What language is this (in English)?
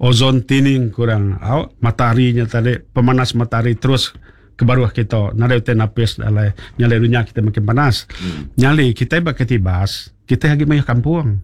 Iban